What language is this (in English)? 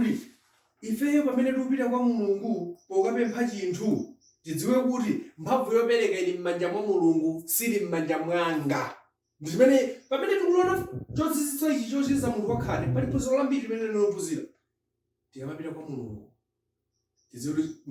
Nyanja